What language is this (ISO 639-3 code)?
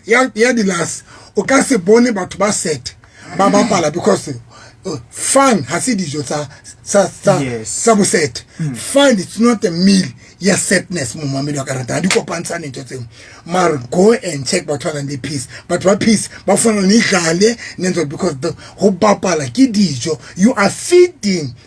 sot